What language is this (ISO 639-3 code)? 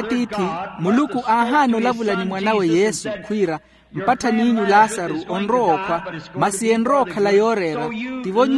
vmw